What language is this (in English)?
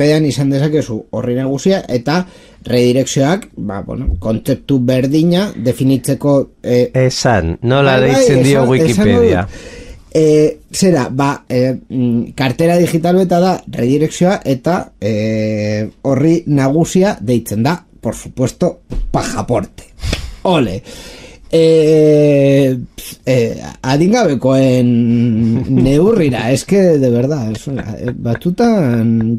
Basque